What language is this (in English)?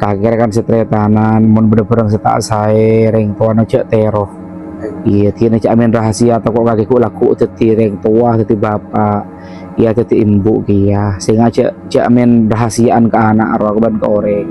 Madurese